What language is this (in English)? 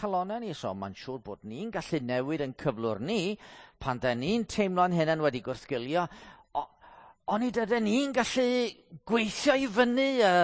Welsh